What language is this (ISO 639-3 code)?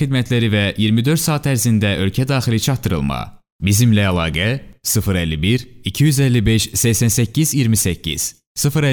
aze